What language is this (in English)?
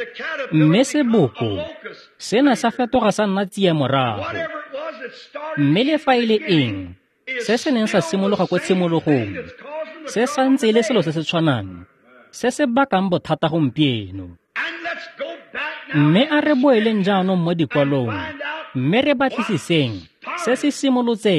Tswana